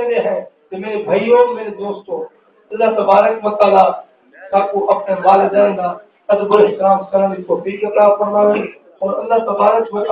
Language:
Saraiki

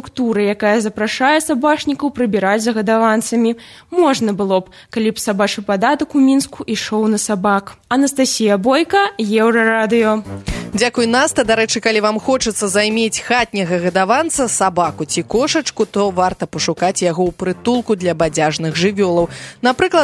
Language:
Belarusian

